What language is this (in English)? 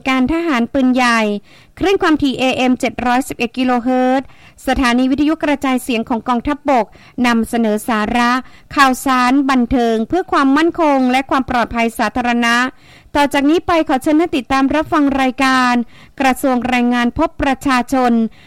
Thai